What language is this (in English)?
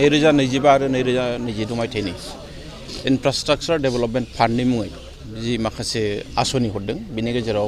Bodo